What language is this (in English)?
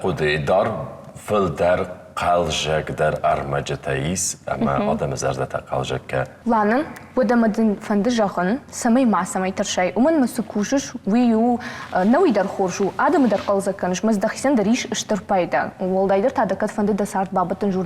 Ossetic